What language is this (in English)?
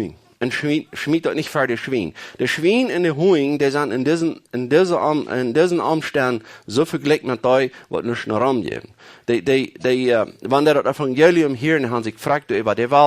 Plautdietsch